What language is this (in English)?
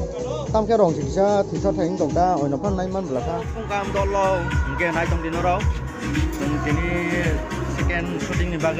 Kok Borok